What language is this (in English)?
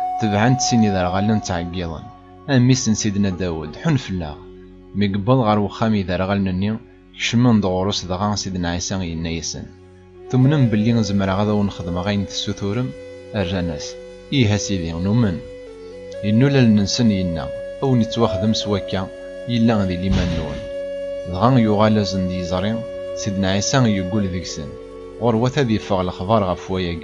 Kabyle